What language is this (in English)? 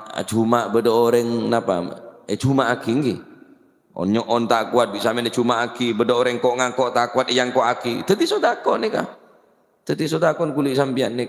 Madurese